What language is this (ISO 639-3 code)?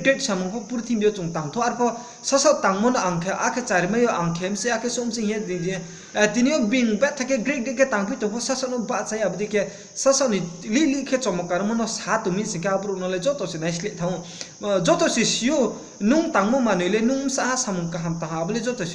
ria